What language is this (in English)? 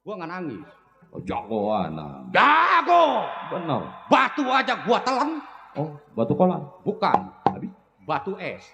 Betawi